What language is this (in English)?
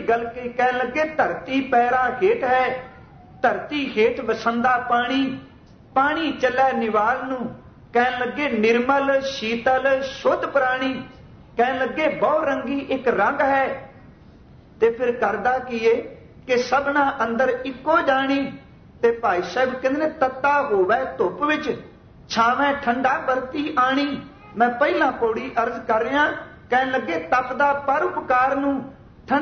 Punjabi